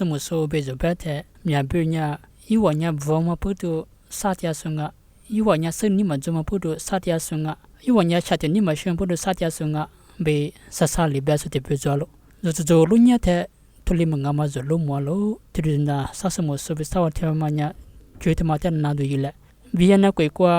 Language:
Lisu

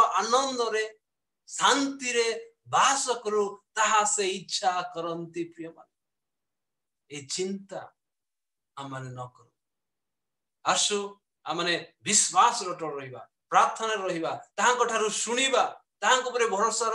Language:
Odia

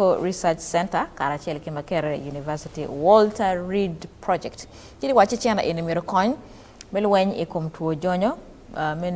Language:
Acoli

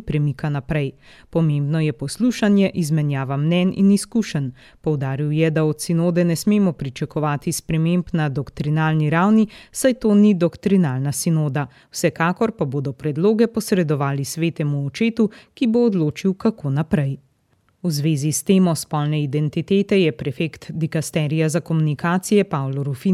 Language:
Slovenian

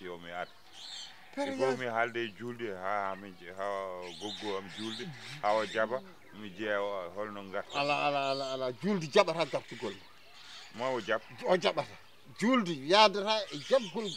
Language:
Fula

